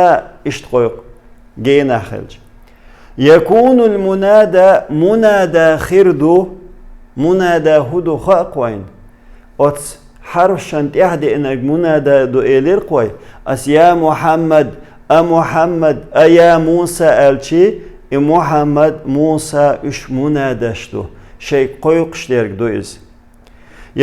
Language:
Chechen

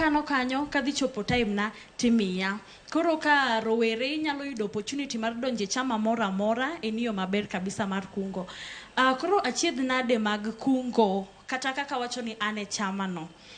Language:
Luo (Kenya and Tanzania)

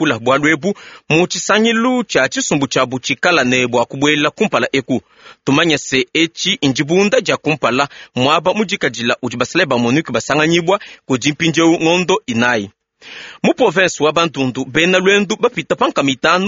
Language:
Luba-Lulua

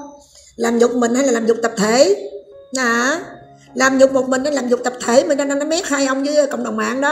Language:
Vietnamese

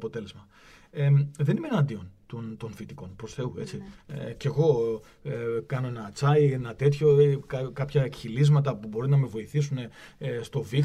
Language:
Greek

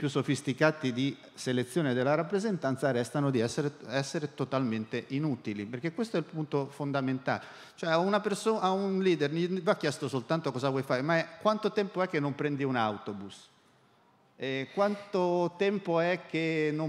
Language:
Italian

